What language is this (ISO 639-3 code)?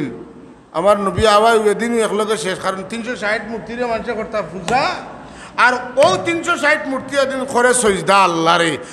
syl